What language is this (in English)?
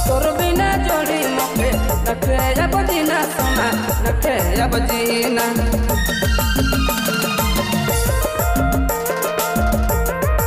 Sadri